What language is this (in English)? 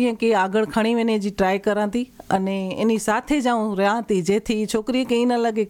Gujarati